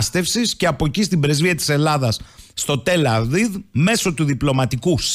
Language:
Greek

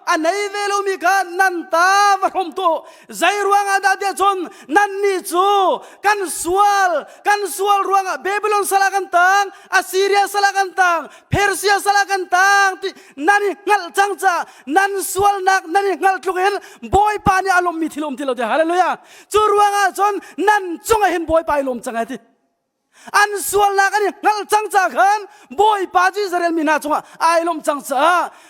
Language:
Hakha Chin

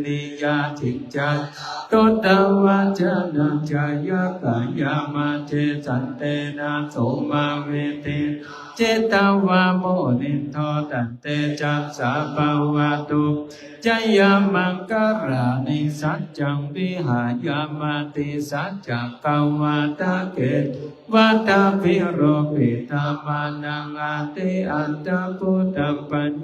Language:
Pali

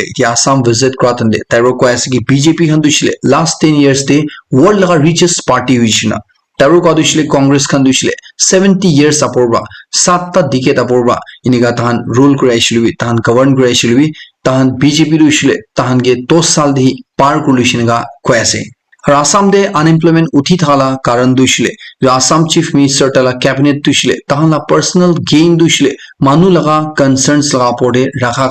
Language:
Naga Pidgin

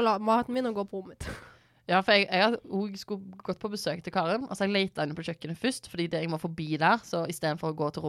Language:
Norwegian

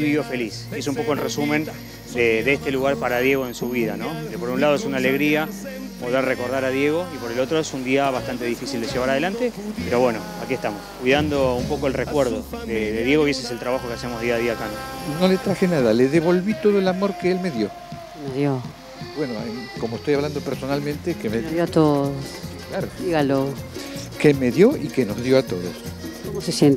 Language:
Spanish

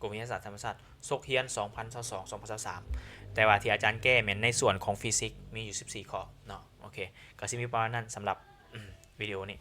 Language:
Lao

